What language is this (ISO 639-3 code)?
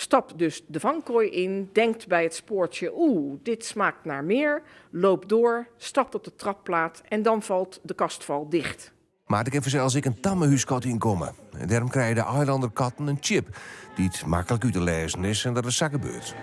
fry